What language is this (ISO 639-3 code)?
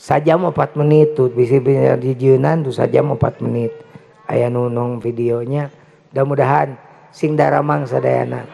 sun